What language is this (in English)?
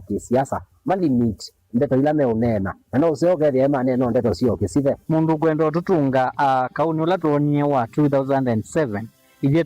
Kamba